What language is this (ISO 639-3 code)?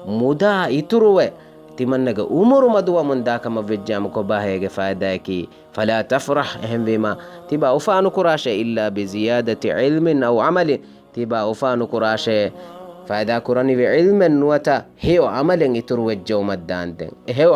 div